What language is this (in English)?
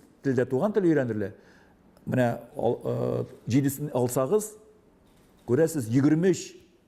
Tatar